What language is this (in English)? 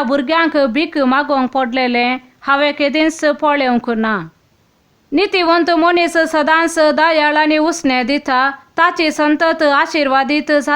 Konkani